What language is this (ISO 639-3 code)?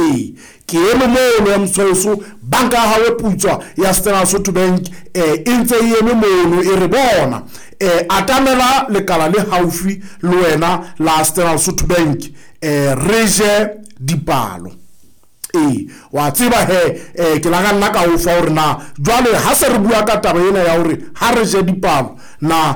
sot